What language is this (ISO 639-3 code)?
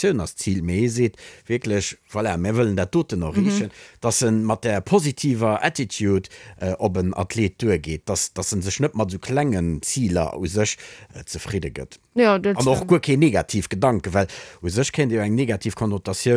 ltz